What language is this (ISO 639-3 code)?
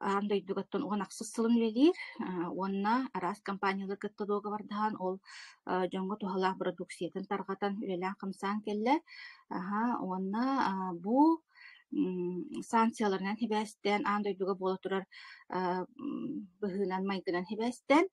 sah